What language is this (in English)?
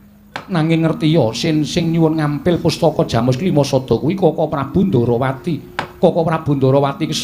Javanese